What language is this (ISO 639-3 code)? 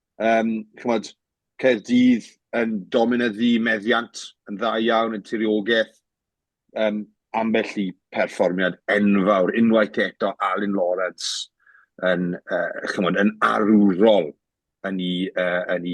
cym